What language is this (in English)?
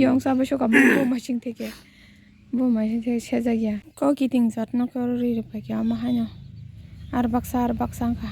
Kok Borok